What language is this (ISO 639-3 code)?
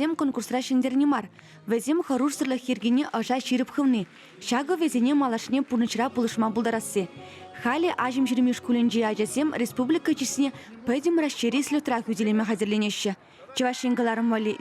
chv